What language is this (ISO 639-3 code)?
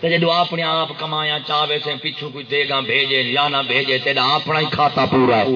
skr